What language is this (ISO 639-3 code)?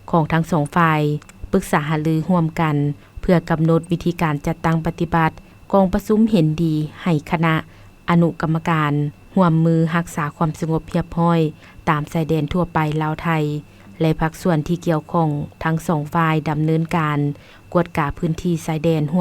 lao